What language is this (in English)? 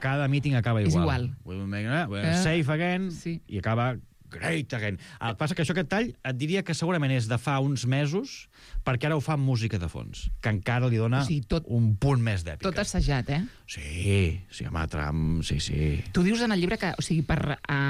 Catalan